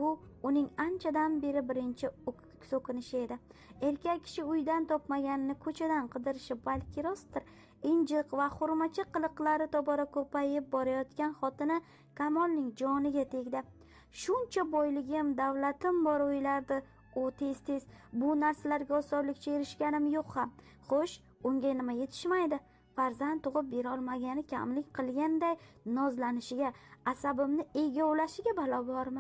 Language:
Uzbek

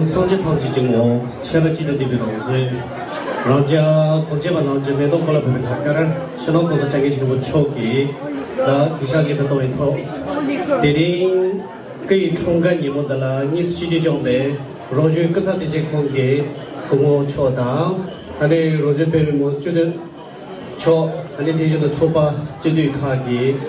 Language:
Tibetan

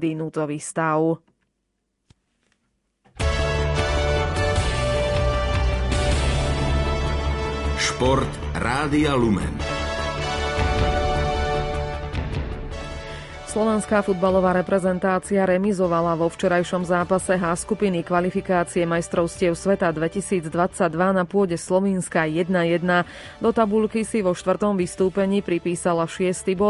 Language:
Slovak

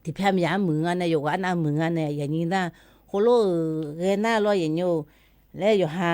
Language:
Akha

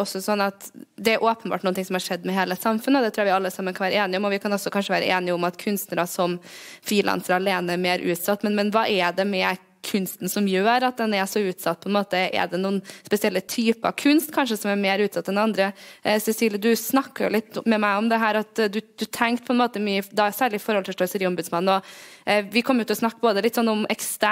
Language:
Norwegian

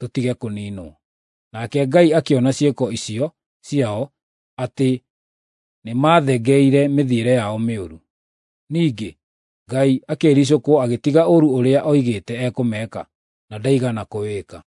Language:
Kikuyu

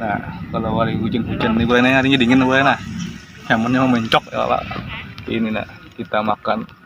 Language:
Banjar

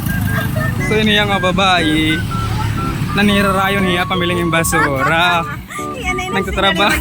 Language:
Waray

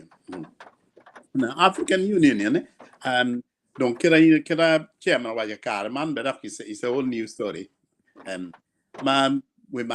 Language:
Acoli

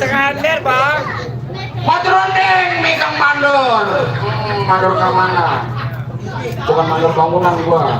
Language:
Betawi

